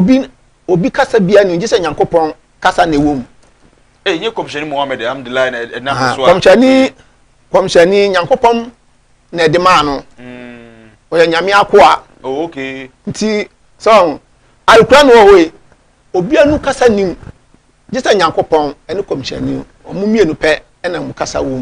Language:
Akan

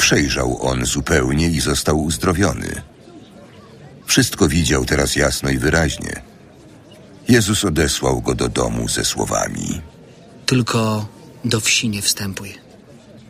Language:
Polish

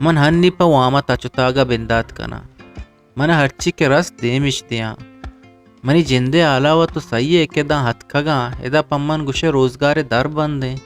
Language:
Eastern Balochi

